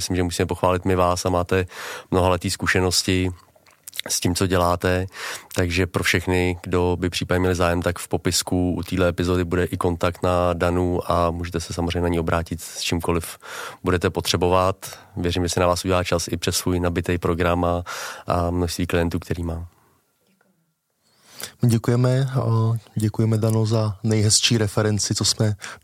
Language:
Czech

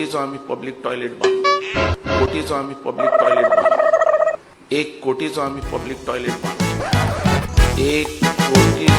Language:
Konkani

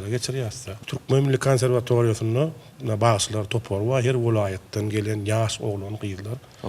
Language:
Turkmen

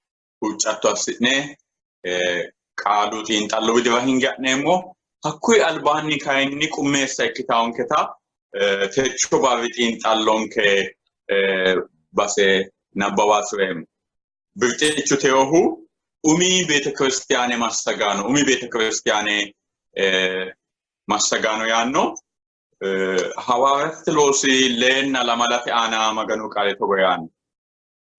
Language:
Sidamo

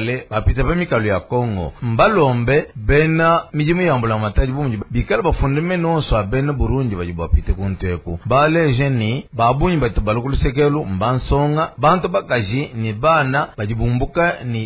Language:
Luba-Lulua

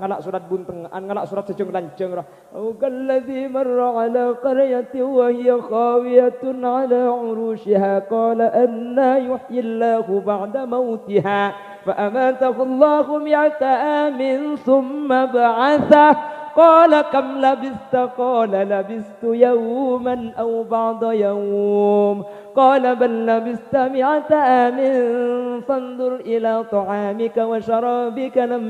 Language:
Madurese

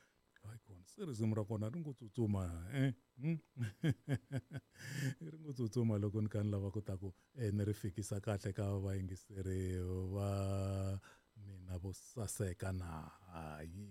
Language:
Tsonga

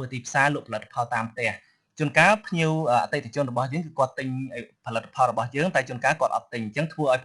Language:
Khmer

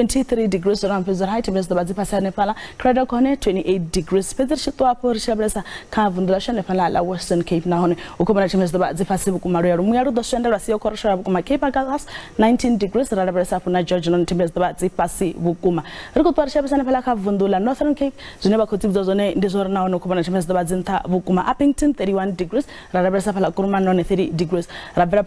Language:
Venda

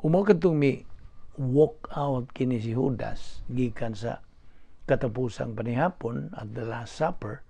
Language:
Cebuano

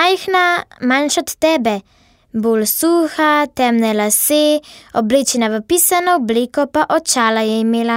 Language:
Slovenian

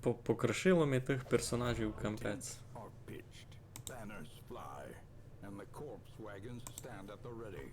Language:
Rusyn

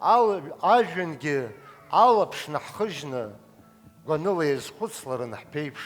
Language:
Abkhazian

